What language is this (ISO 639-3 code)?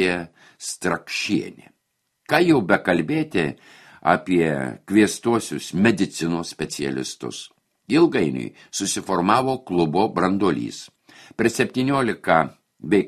lit